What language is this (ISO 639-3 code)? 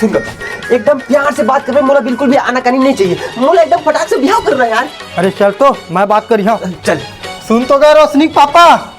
hne